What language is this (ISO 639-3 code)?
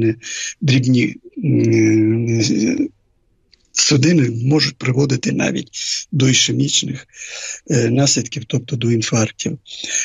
ukr